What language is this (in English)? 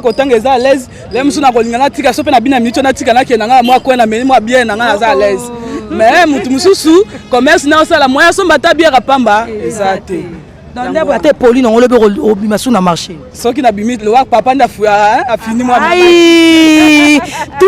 Lingala